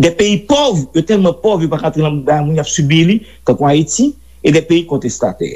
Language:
Haitian Creole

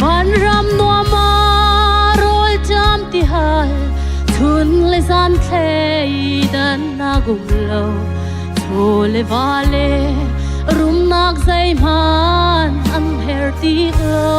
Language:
Hakha Chin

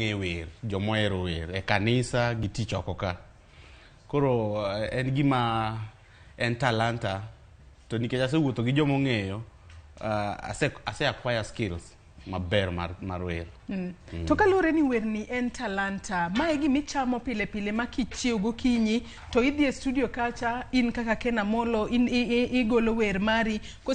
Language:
Luo (Kenya and Tanzania)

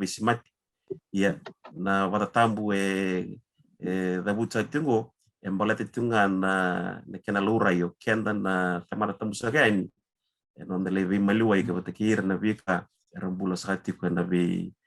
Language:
Fijian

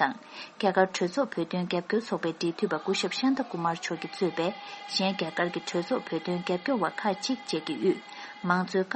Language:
Tibetan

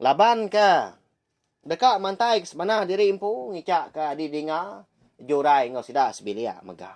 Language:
Iban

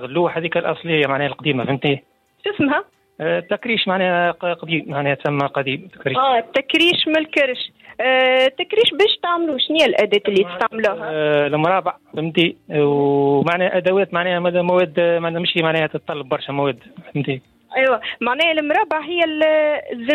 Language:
Tunisian Arabic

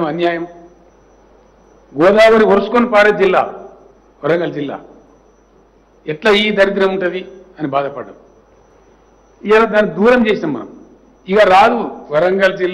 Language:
Telugu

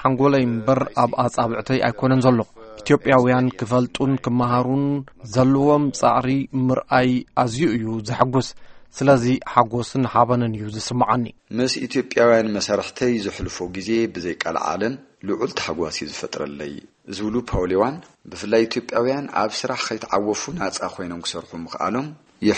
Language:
Tigrinya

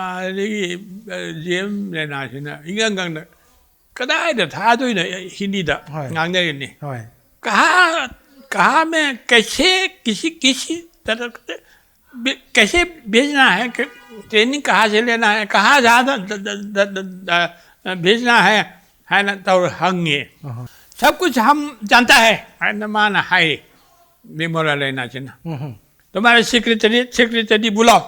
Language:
Manipuri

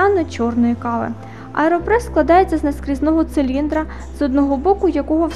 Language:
Ukrainian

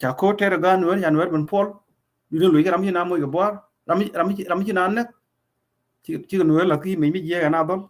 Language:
Nuer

